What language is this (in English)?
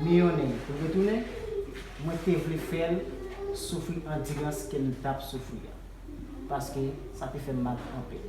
Haitian Creole